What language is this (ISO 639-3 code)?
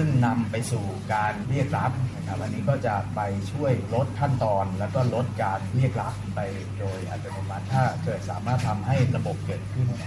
tha